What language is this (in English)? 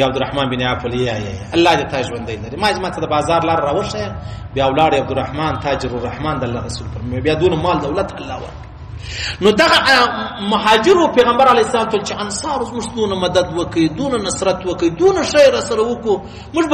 Pashto